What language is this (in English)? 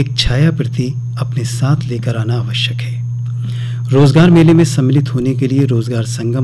Hindi